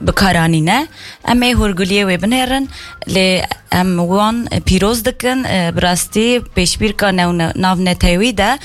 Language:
Kurdish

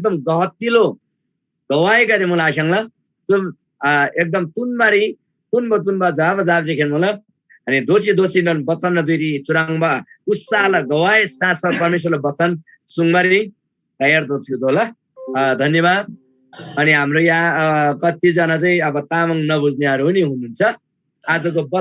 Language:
Eastern Tamang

